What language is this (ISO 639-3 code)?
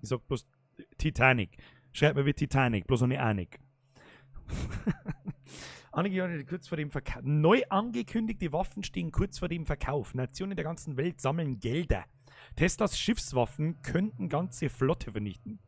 bar